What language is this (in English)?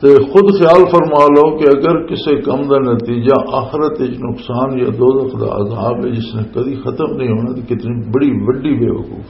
Western Panjabi